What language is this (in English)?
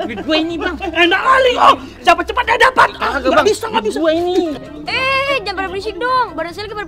Betawi